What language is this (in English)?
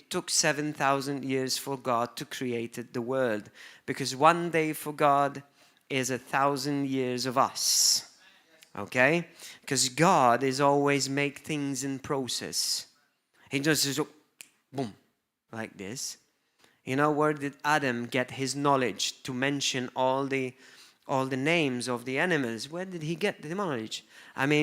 English